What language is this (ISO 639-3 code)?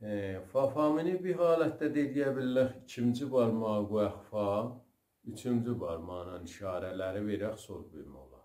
azb